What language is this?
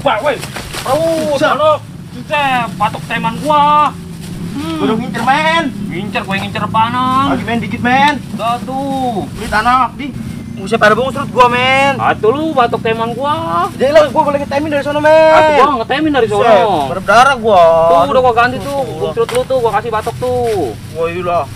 Betawi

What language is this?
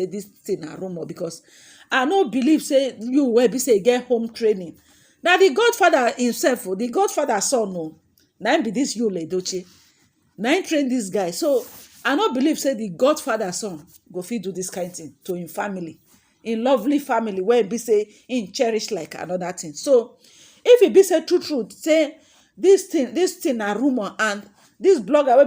Nigerian Pidgin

